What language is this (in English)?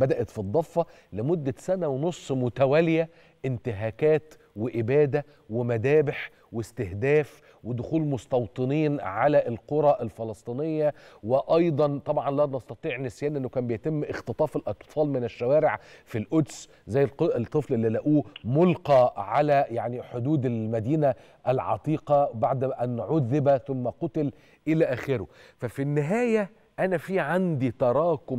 Egyptian Arabic